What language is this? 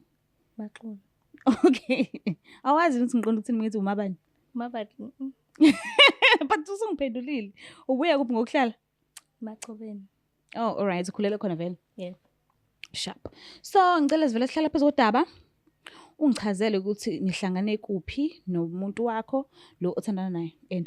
Zulu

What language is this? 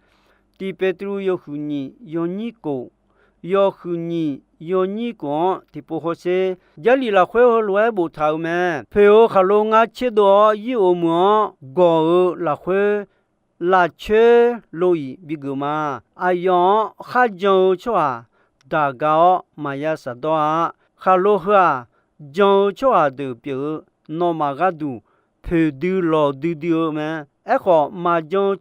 Akha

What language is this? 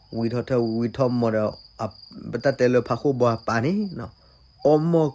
S'gaw Karen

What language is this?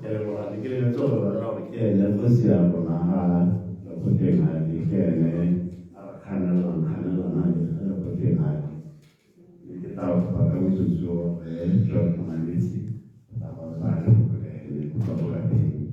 Tswana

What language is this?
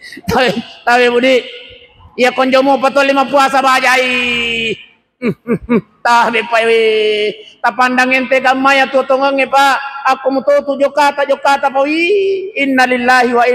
Buginese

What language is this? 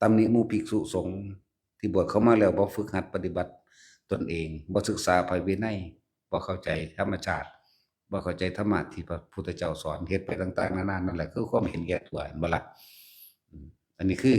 Northeastern Thai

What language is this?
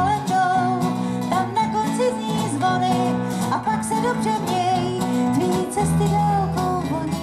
Czech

